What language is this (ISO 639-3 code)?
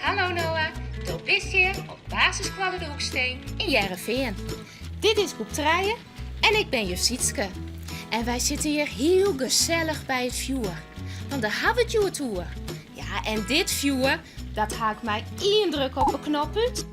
fry